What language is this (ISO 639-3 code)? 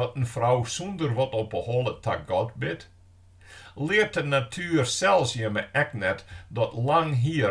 fry